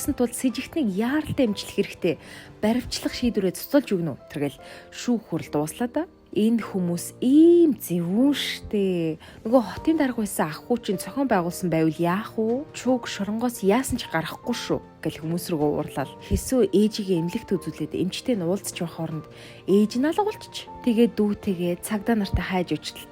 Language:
Mongolian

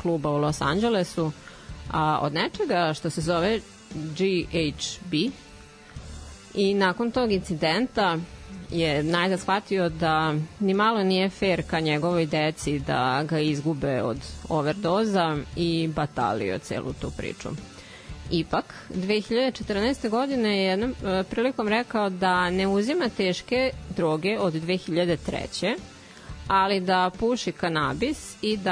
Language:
Serbian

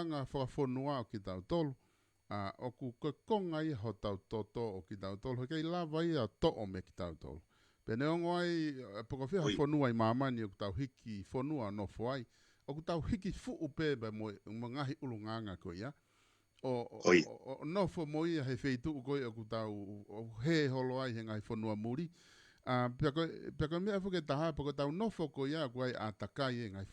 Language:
Tongan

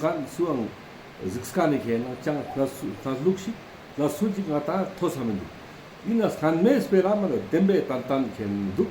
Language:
Ladakhi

